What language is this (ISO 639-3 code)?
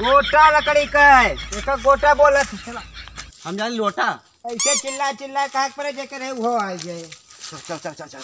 awa